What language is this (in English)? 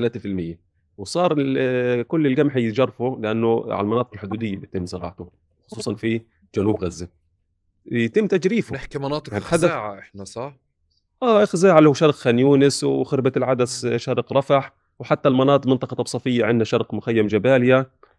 North Levantine Arabic